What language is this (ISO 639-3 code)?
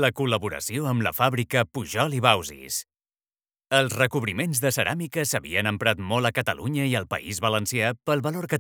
cat